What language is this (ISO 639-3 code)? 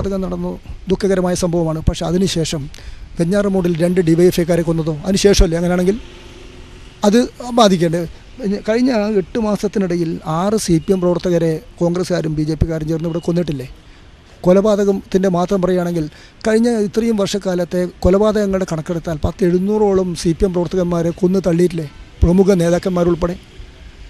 mal